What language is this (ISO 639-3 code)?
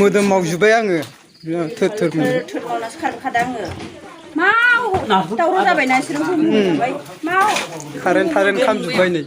brx